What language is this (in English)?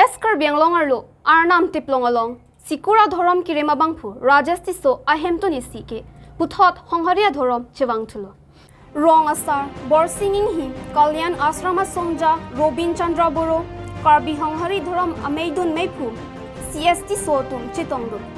Karbi